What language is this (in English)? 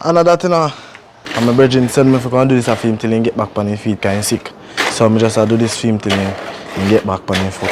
Jamaican Creole English